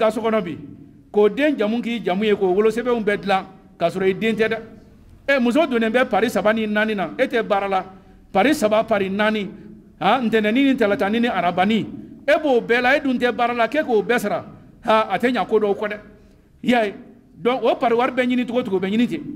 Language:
Bambara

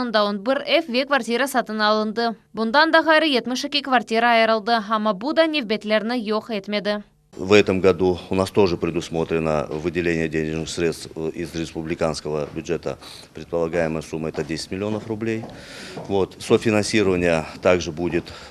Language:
Crimean Tatar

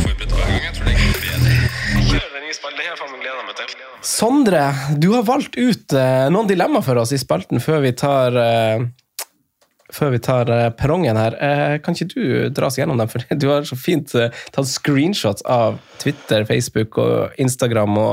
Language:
Norwegian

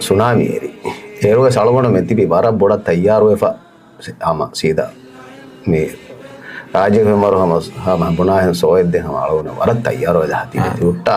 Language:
Divehi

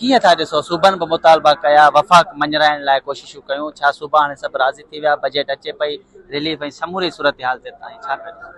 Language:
Sindhi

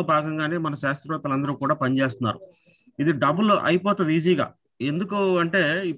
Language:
Telugu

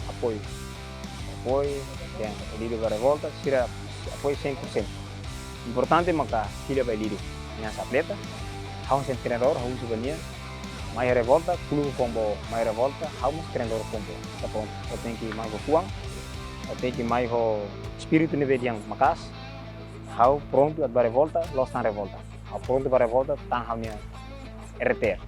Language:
Tetum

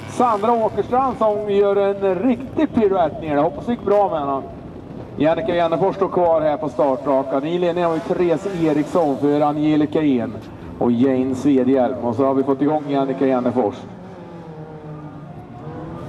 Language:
Swedish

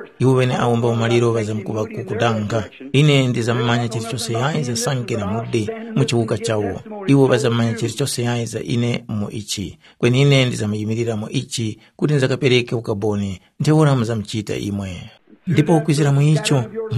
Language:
Tumbuka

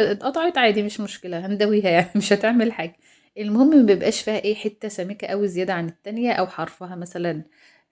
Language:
Egyptian Arabic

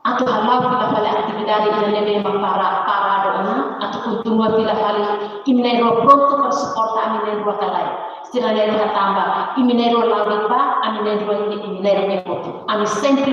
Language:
Tetum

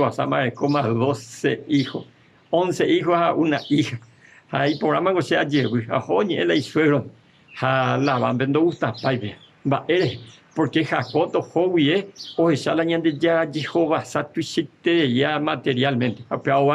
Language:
Guarani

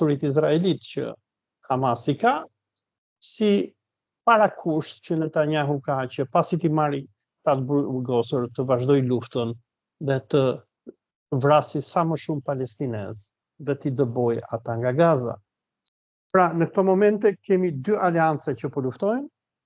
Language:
Albanian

